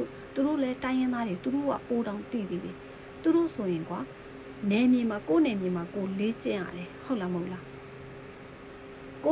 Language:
Burmese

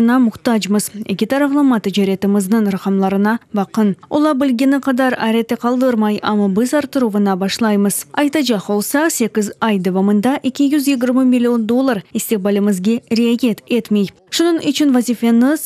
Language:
Crimean Tatar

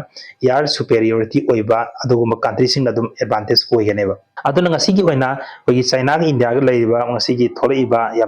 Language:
Manipuri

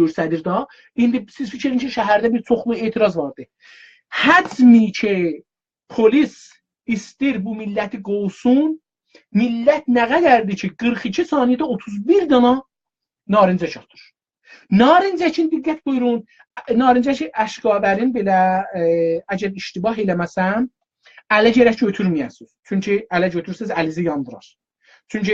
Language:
South Azerbaijani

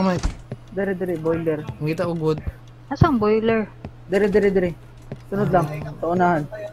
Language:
Cebuano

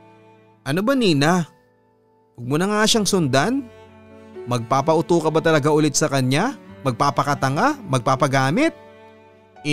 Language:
Filipino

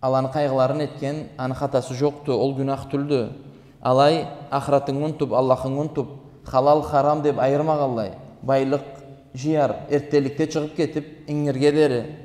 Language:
Karachay-Balkar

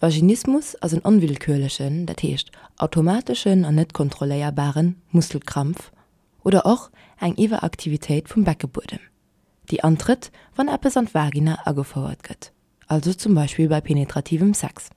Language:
Luxembourgish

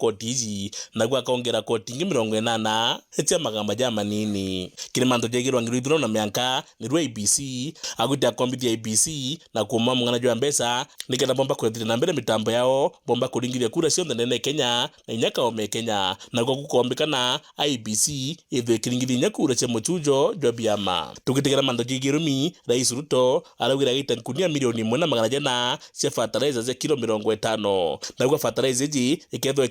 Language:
Meru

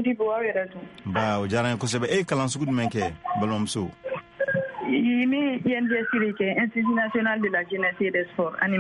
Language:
Bambara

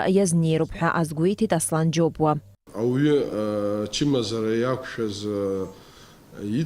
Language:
Abkhazian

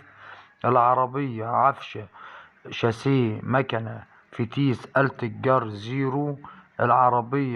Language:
Egyptian Arabic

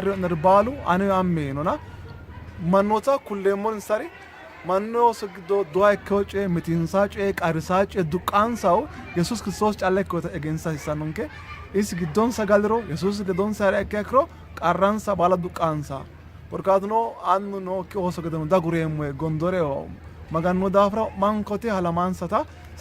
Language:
Sidamo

